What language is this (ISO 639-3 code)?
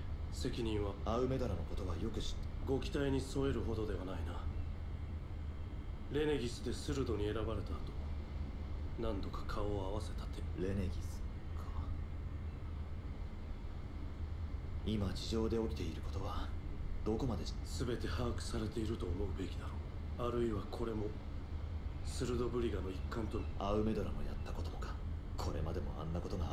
jpn